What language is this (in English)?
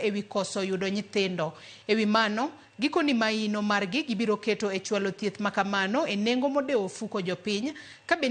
Luo (Kenya and Tanzania)